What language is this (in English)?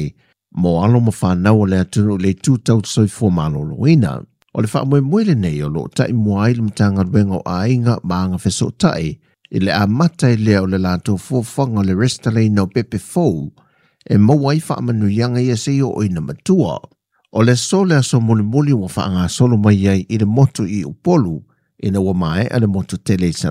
Samoan